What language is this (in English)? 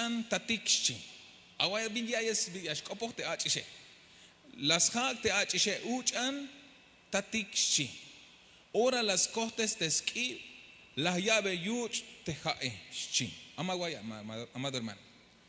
Tzeltal